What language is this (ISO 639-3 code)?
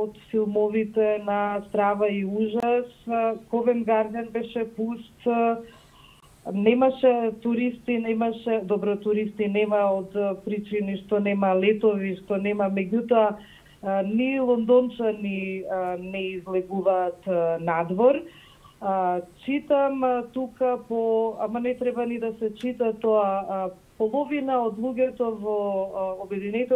mkd